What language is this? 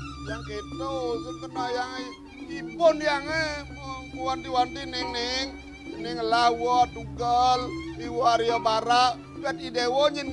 Balinese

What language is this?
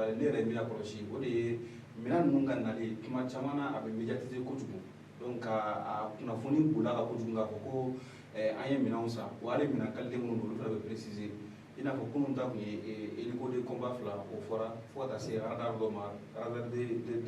Bambara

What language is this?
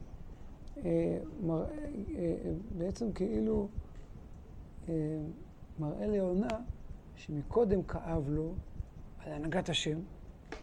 Hebrew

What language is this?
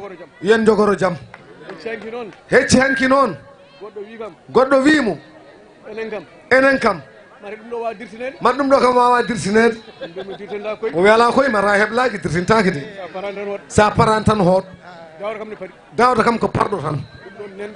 Fula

